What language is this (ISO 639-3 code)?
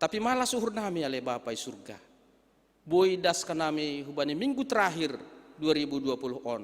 bts